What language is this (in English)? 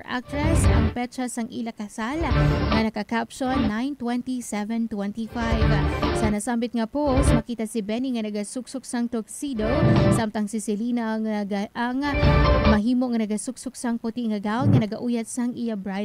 Hiligaynon